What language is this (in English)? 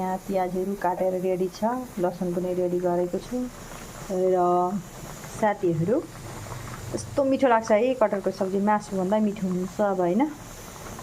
Nepali